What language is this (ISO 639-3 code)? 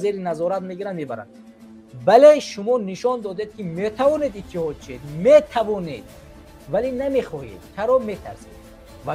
tgk